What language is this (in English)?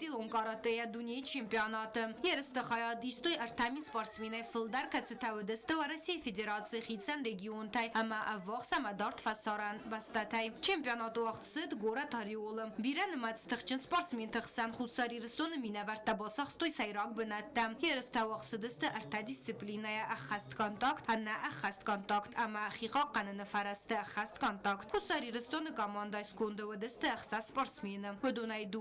Ossetic